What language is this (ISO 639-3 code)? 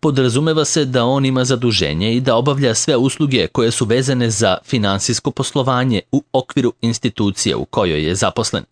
srp